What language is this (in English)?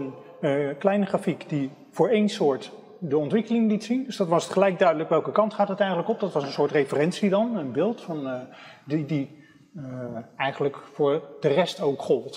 Dutch